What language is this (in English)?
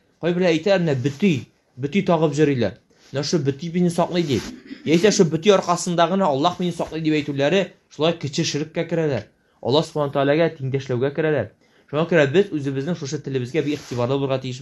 Tatar